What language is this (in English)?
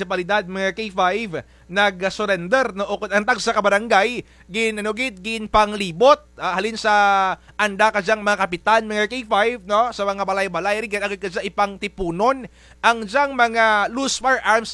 Kinaray-a